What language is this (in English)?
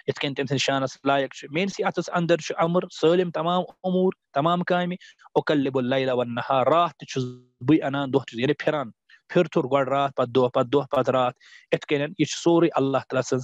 Kashmiri